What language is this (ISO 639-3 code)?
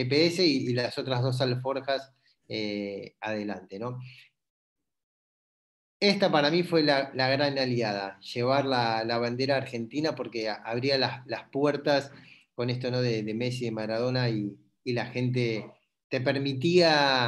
spa